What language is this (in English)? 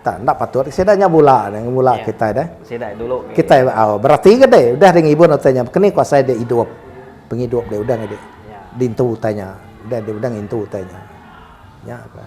Iban